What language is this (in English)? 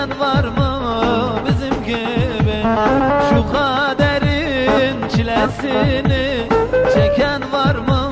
Turkish